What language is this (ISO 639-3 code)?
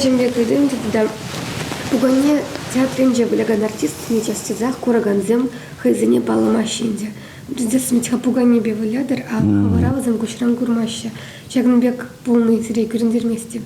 chv